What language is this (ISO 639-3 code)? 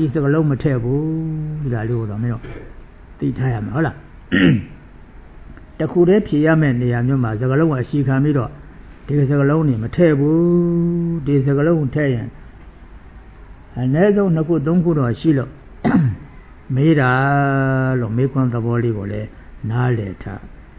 mya